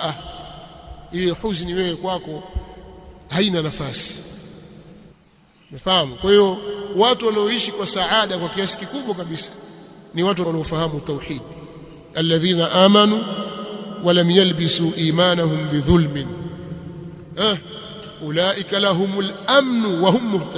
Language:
Swahili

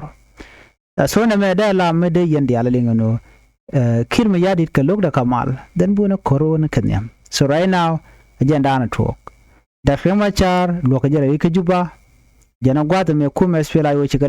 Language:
Nuer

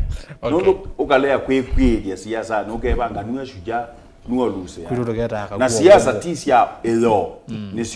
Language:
Kamba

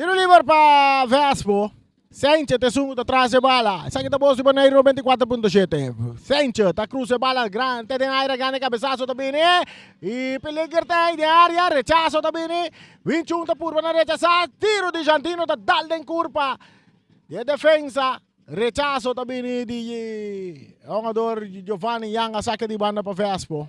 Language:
Papiamento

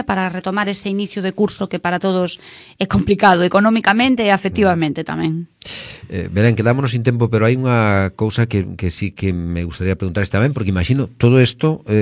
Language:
Galician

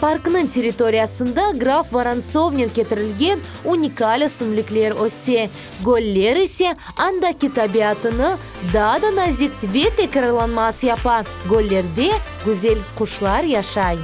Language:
Crimean Tatar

